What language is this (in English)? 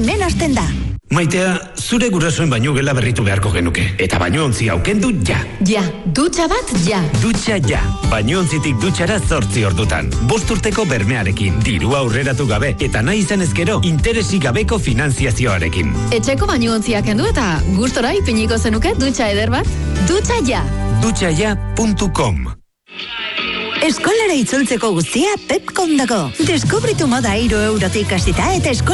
Basque